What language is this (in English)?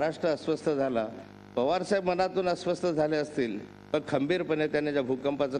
Marathi